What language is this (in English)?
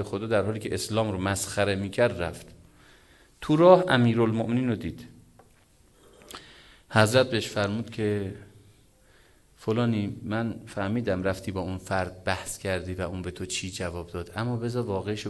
Persian